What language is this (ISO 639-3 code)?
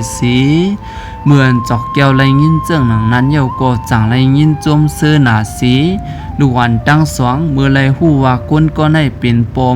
shn